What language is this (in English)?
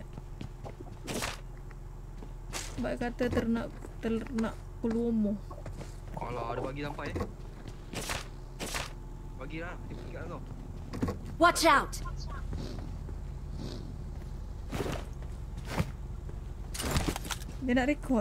Malay